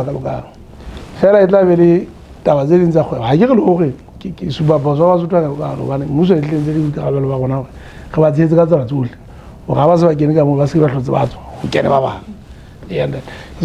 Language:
Southern Sotho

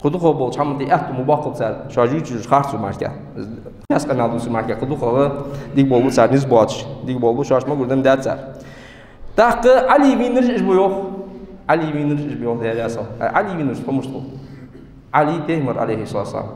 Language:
Ingush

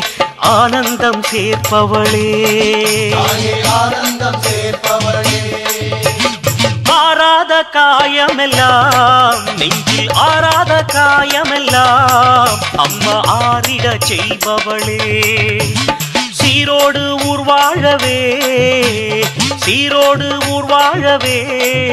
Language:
Tamil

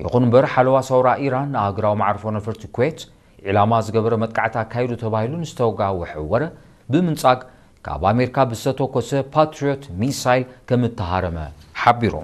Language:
Tigrinya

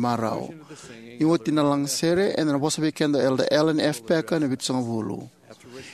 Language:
Fijian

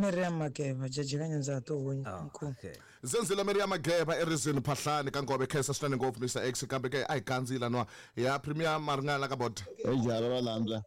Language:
Tsonga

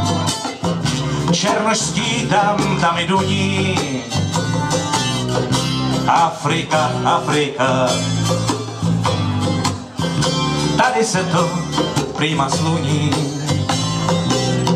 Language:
Czech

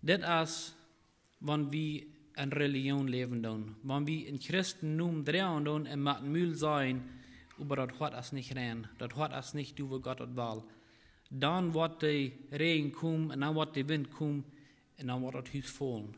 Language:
Plautdietsch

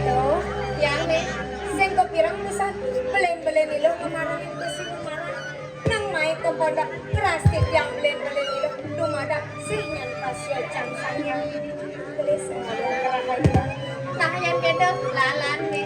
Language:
Balinese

